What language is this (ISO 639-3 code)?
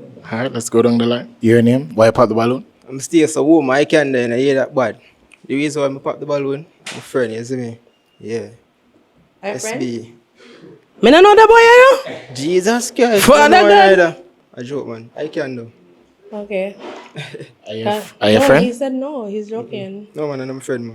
jam